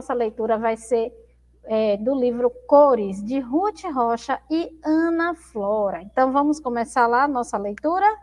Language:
Portuguese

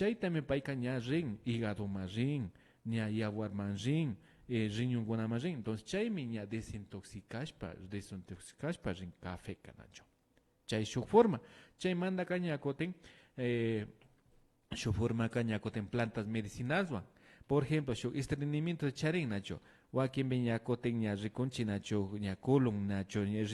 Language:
Imbabura Highland Quichua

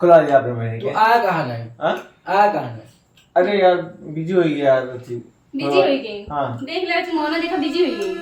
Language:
Awadhi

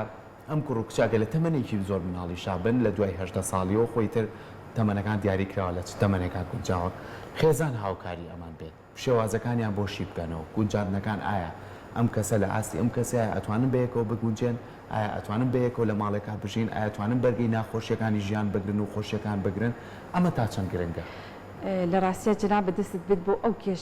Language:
Central Kurdish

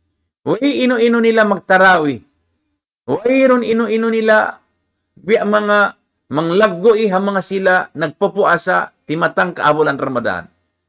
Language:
Tausug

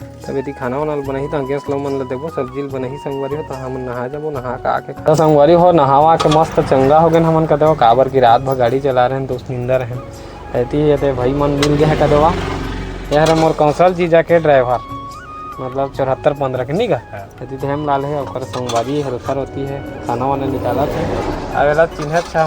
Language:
Chhattisgarhi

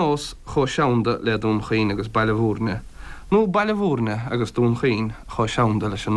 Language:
Irish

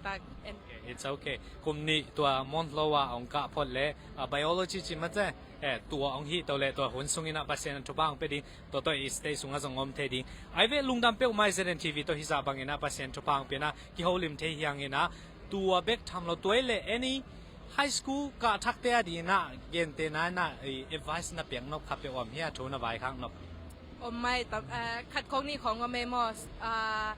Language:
Tedim Chin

